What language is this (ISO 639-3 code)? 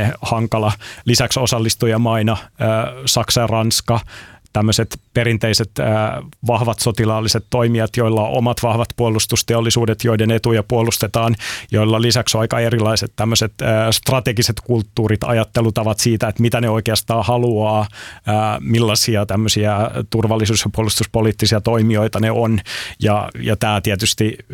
fin